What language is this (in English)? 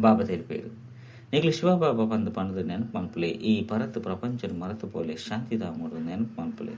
Tulu